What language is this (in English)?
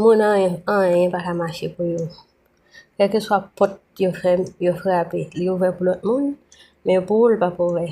Haitian Creole